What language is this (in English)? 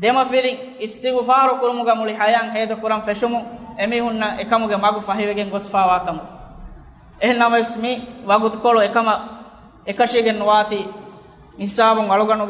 Divehi